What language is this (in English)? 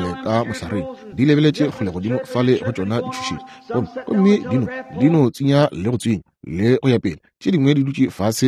Northern Sotho